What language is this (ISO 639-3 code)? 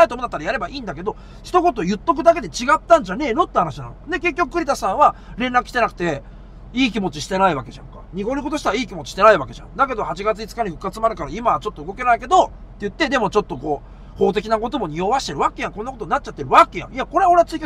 jpn